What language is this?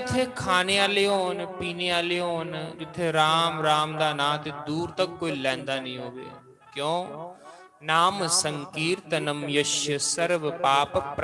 Dogri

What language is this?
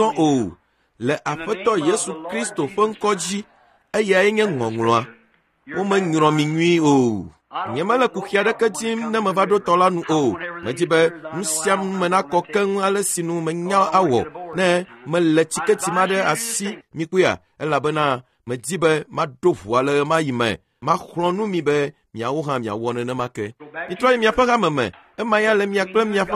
Ewe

